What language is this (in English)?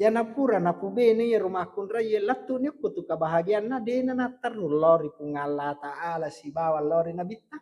Buginese